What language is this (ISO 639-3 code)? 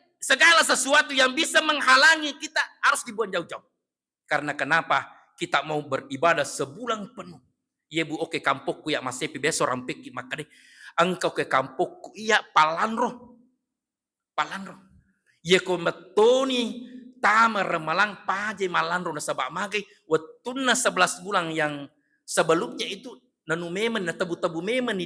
bug